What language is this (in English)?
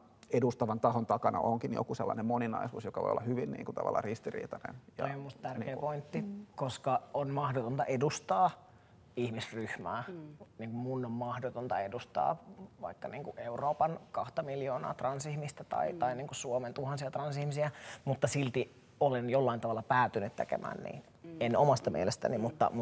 Finnish